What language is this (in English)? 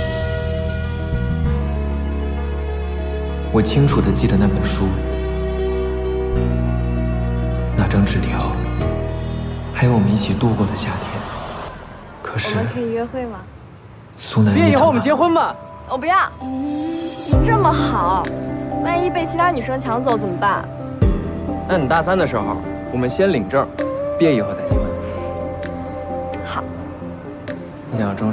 Chinese